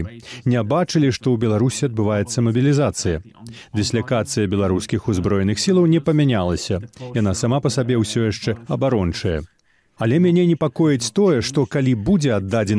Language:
Belarusian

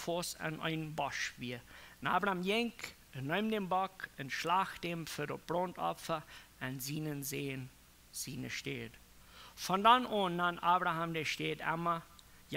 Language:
Plautdietsch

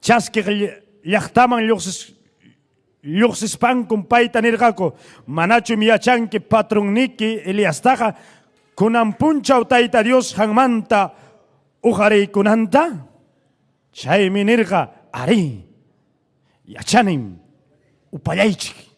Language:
Ayacucho Quechua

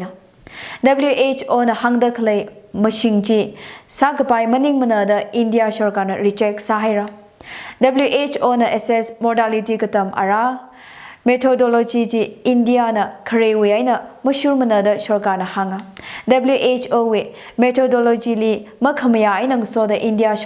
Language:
Tangkhul Naga (India)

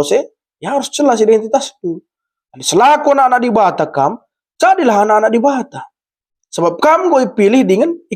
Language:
Batak Karo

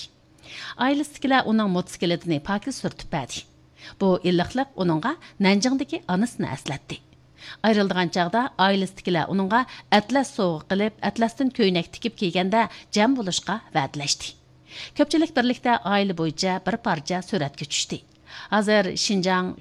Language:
Uyghur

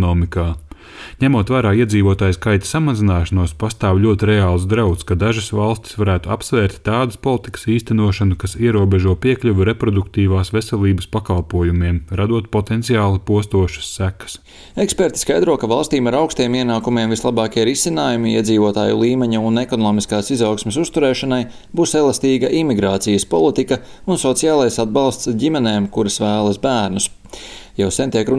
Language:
Latvian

